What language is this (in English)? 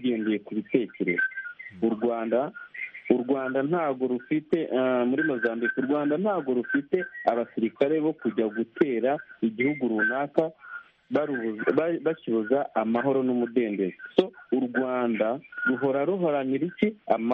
Kinyarwanda